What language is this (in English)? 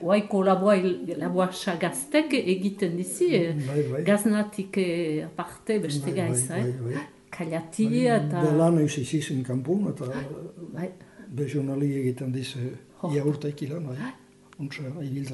Basque